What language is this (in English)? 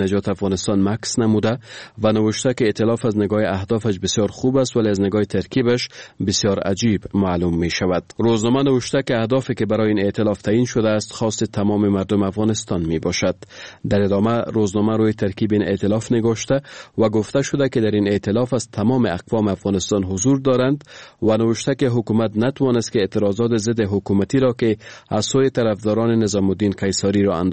Persian